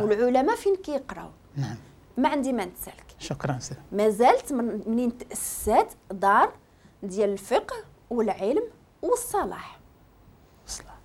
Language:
Moroccan Arabic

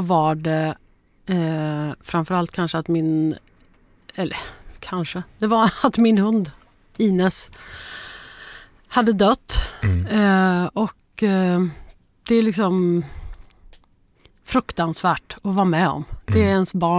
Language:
Swedish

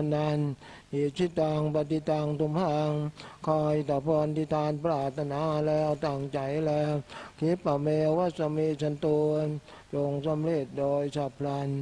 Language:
Thai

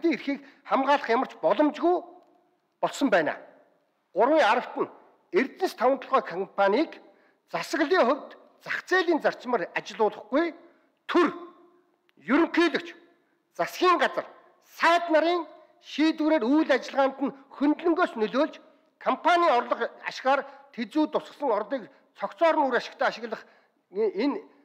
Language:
Mongolian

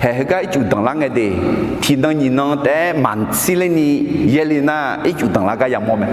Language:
Akha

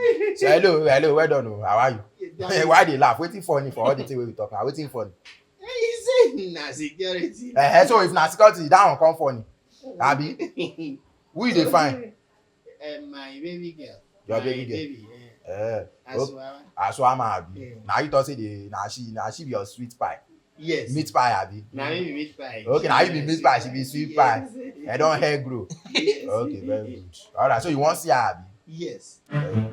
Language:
Nigerian Pidgin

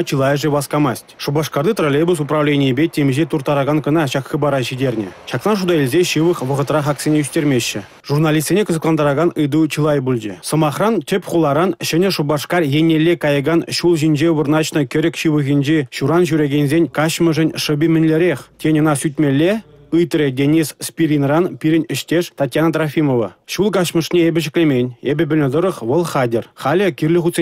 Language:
Chuvash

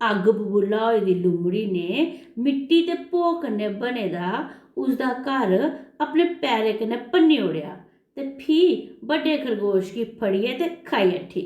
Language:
Dogri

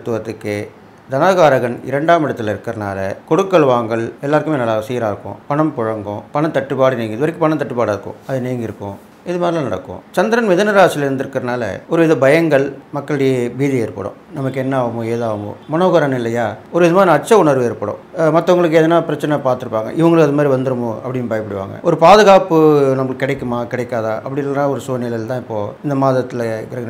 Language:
Tamil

